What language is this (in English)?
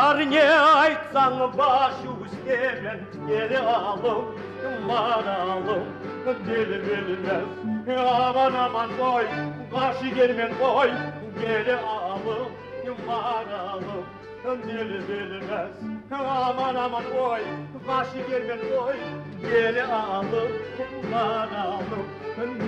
Kumyk